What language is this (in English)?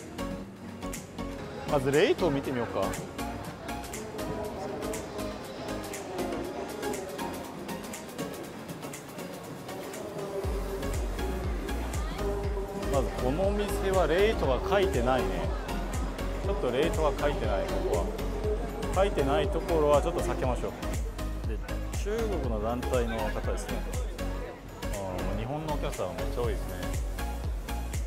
Japanese